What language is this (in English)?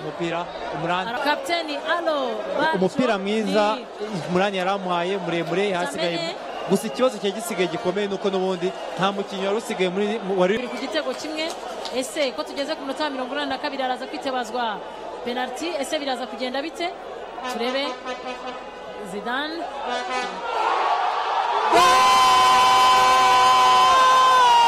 Kinyarwanda